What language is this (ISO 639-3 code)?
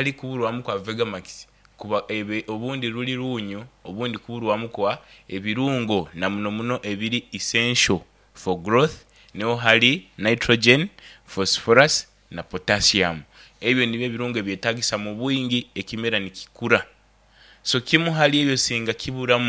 nyn